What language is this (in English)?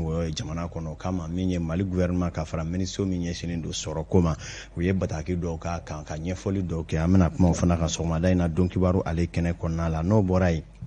Bambara